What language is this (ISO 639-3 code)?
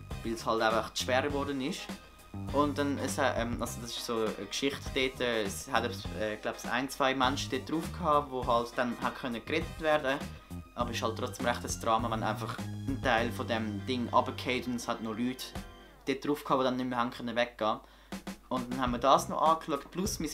gsw